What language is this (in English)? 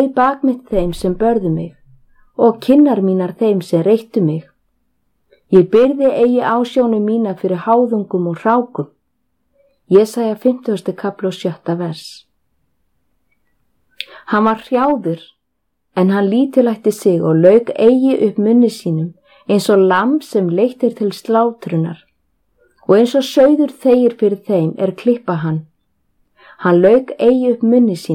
Icelandic